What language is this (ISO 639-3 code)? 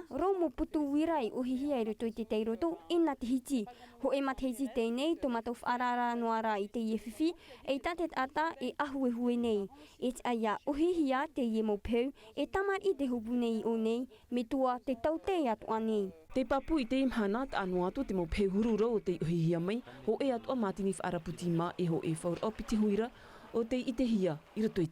tah